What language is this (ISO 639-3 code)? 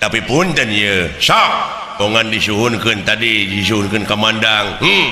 sun